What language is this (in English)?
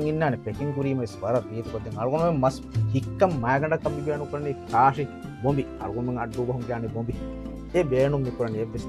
Divehi